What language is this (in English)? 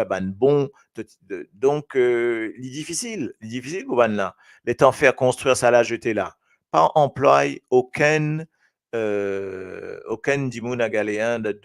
Morisyen